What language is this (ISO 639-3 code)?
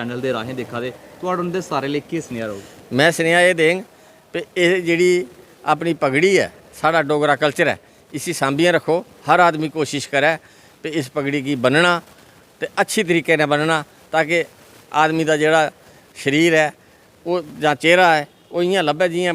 doi